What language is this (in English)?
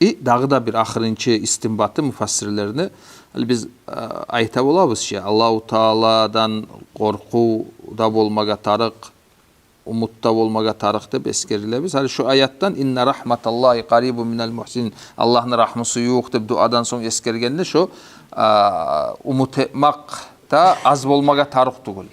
Kumyk